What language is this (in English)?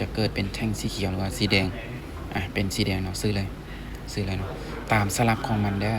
Lao